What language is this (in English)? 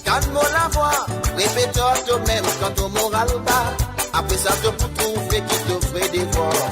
Morisyen